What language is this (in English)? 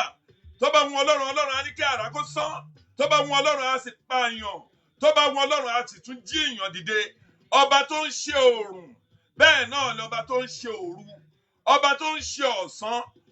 Yoruba